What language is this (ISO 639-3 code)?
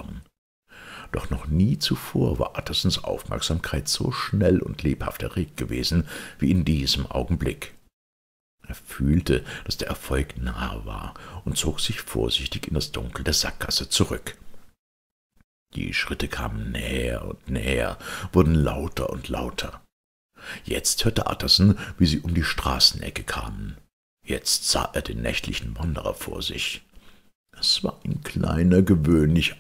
deu